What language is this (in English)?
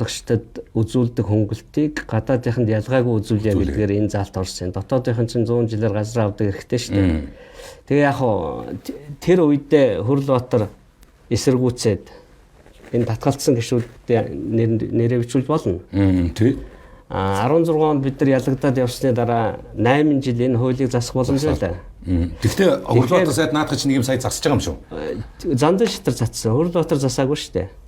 Mongolian